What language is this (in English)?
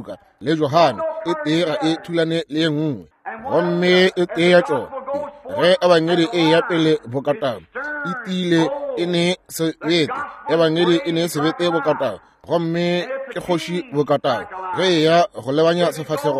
Northern Sotho